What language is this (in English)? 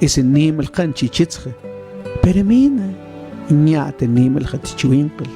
Mam